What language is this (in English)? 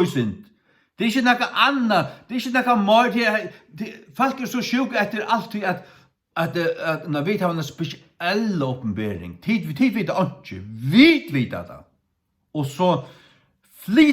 Faroese